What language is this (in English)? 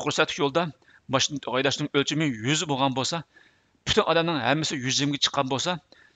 Uyghur